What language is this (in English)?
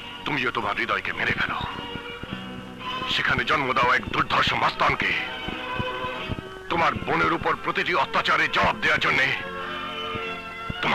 Bangla